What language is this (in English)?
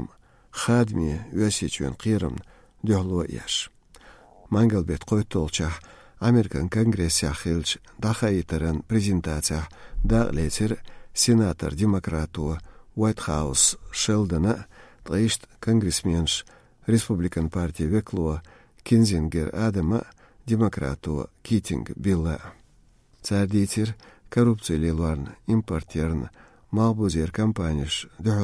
Chechen